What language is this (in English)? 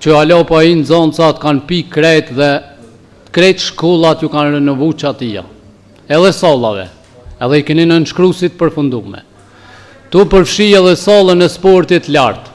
Albanian